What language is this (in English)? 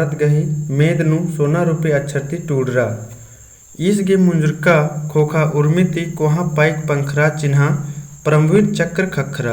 Kurukh